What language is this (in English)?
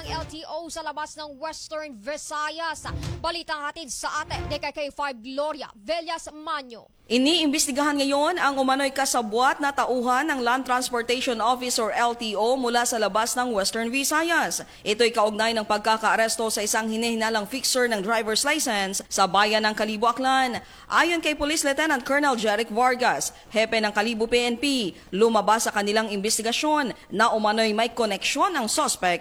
Filipino